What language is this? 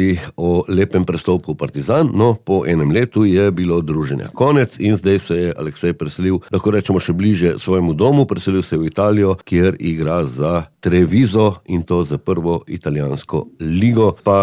Slovenian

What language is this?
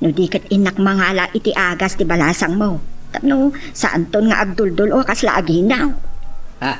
Iloko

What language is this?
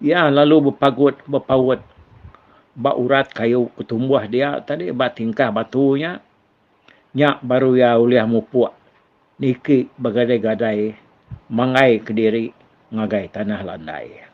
Iban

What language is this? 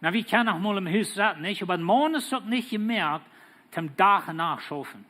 Plautdietsch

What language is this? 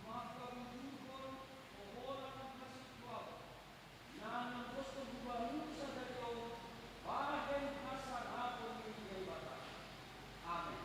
Batak Simalungun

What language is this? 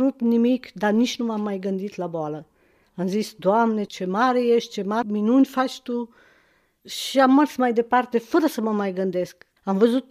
Romanian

